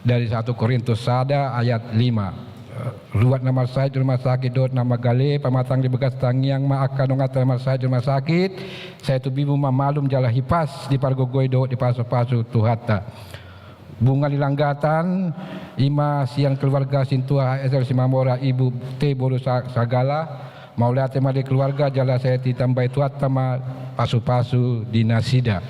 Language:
Batak Toba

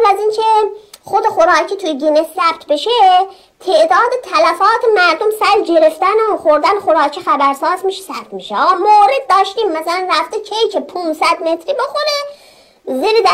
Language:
Persian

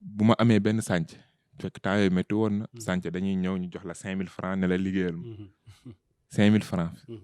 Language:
Wolof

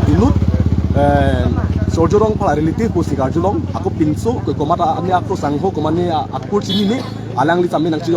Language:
Karbi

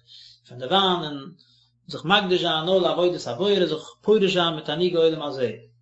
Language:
Yiddish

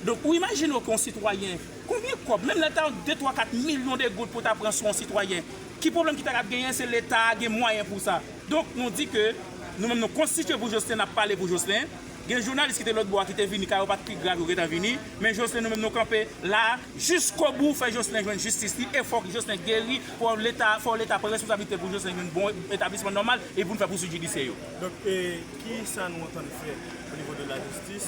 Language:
Haitian Creole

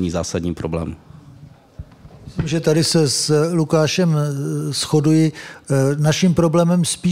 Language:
Czech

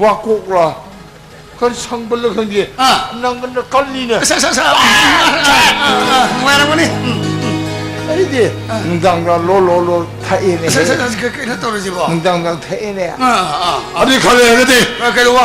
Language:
Manipuri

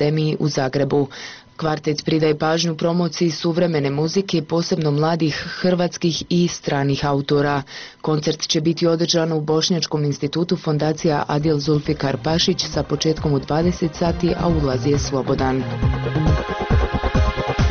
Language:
Bosnian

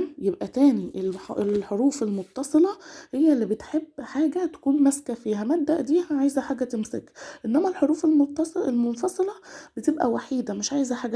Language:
Egyptian Arabic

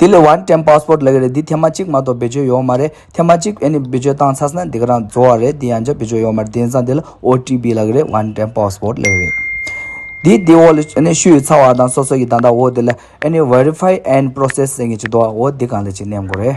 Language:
Tibetan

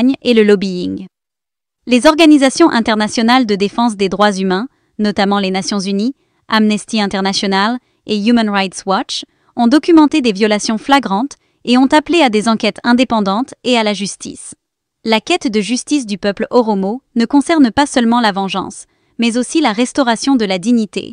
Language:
French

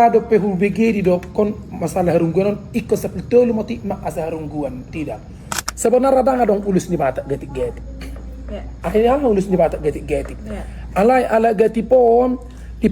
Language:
Batak Toba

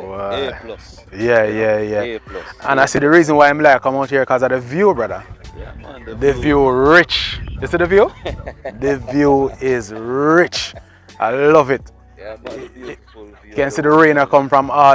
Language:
Jamaican Creole English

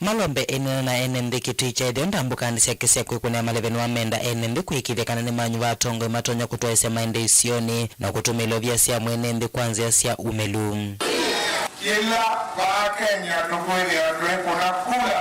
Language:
Kamba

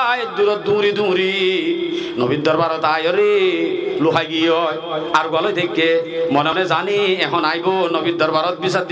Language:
Rohingya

